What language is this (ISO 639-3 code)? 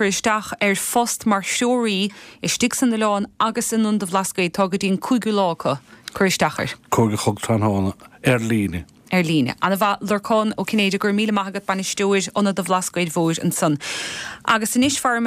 gle